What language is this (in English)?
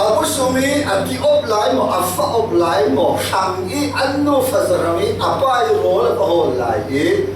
Falam Chin